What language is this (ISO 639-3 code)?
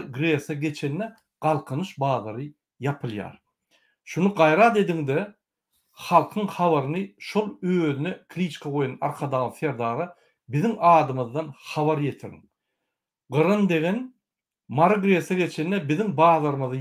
tuk